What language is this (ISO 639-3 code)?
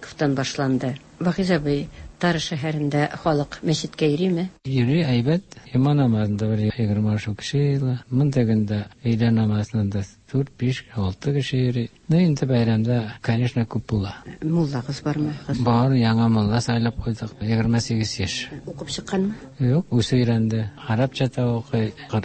tat